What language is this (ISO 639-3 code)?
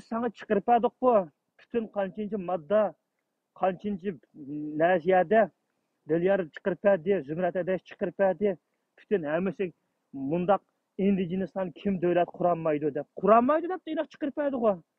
uig